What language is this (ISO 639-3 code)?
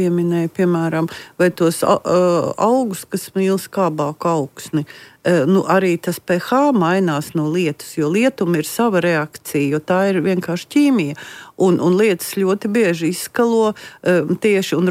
lav